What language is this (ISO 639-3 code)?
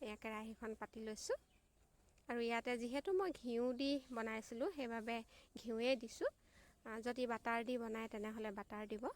asm